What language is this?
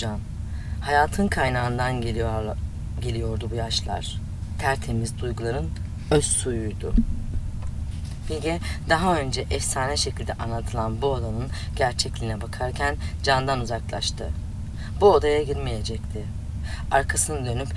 Turkish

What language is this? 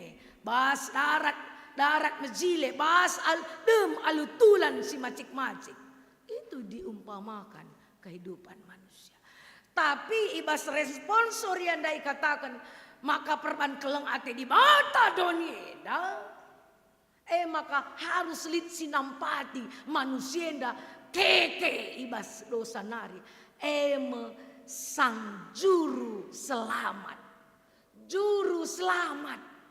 Batak Karo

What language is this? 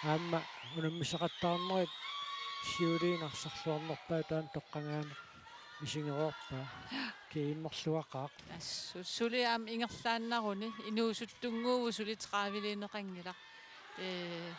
Kalaallisut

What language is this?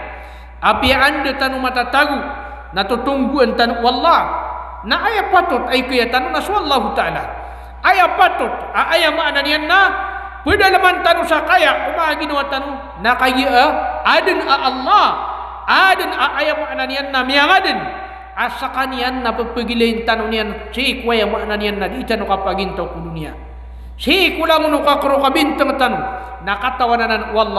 Maranao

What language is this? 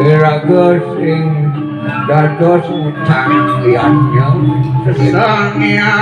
Balinese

